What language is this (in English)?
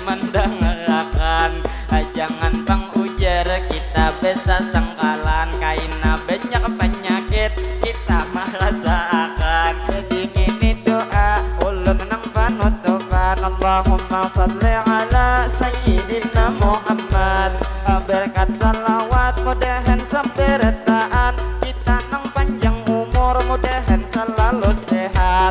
Banjar